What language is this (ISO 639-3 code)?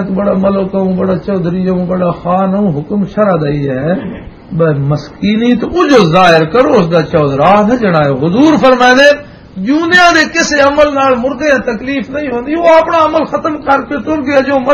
lah